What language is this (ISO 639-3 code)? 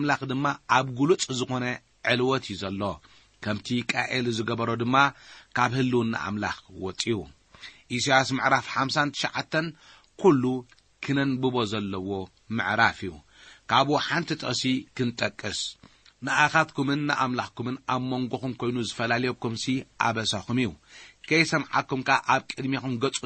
tir